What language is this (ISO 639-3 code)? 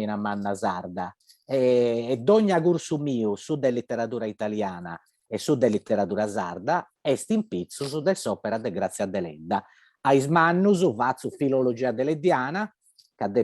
srd